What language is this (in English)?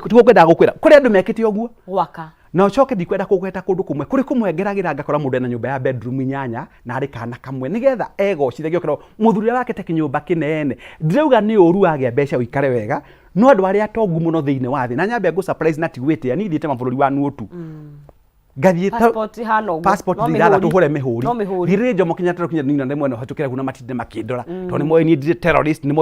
Kikuyu